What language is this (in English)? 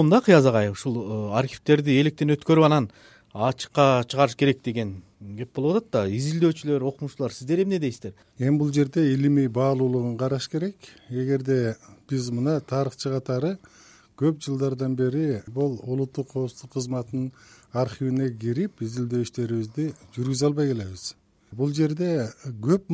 Kyrgyz